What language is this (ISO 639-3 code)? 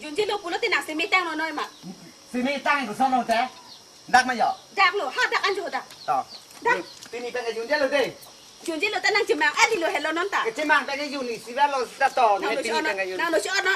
mjw